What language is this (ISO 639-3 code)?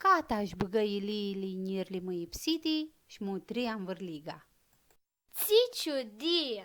rup